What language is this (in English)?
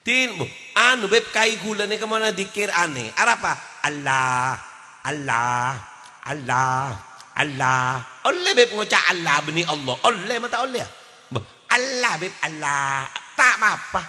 Madurese